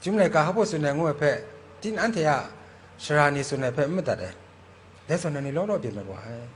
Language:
Kachin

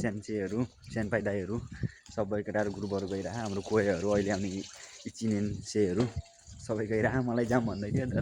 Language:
Nepali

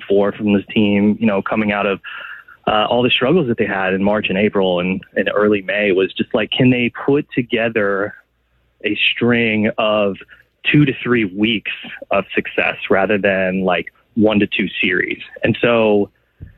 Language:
English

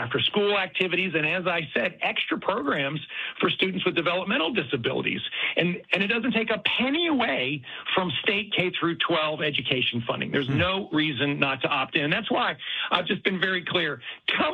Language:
English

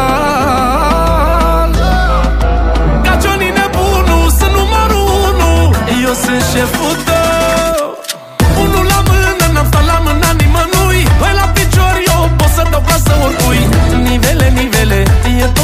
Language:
Romanian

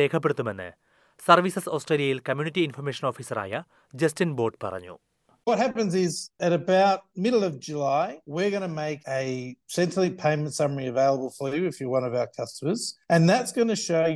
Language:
Malayalam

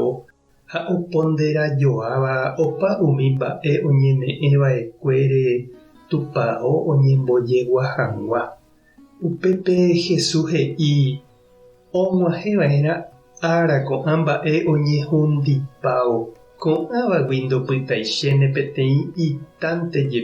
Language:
Guarani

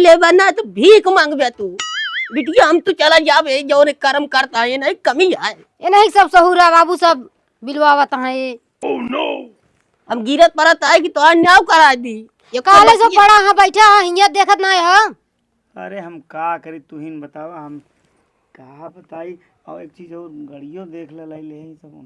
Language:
Awadhi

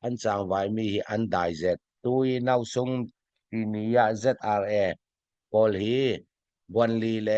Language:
Falam Chin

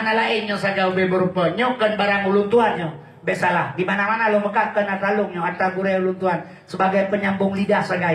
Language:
Achinese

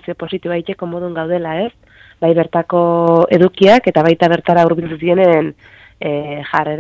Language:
Basque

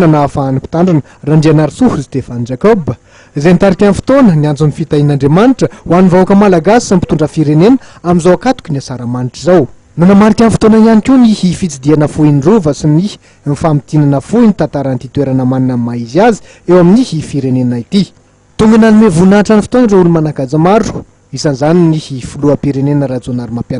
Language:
Malagasy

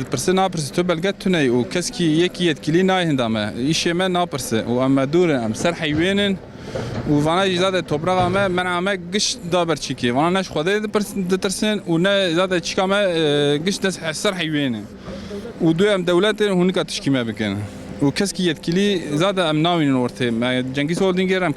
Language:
Kurdish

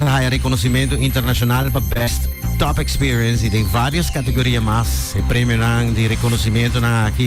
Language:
Papiamento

